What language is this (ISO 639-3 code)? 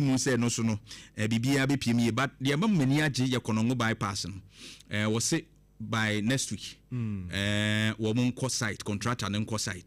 aka